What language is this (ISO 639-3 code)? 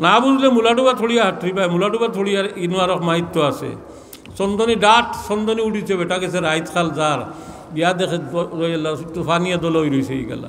syl